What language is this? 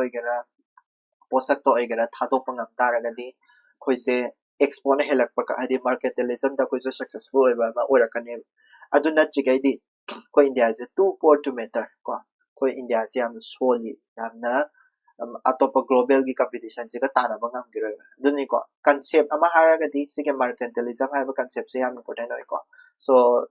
Manipuri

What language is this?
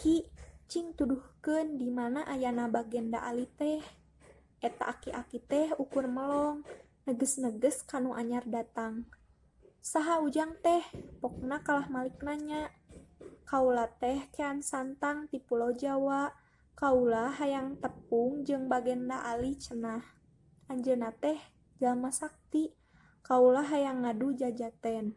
Sundanese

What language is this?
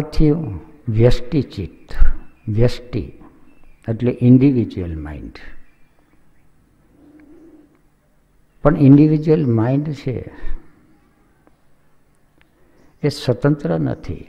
Gujarati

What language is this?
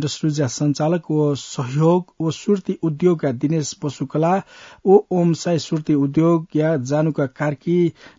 Newari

